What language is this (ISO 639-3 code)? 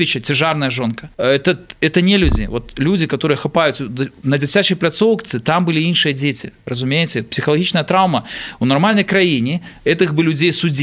bel